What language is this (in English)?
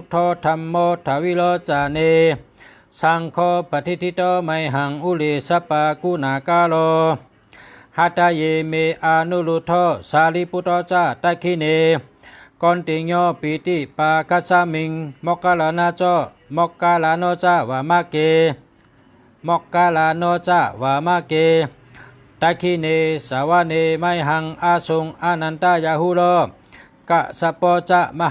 Shan